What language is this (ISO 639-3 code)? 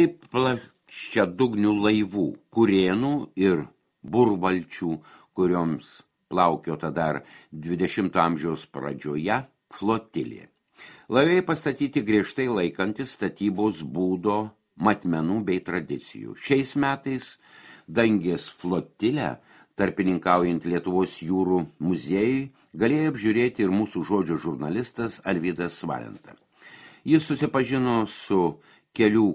lit